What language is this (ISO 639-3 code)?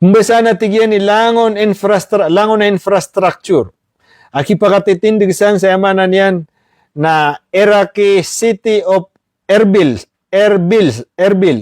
mrw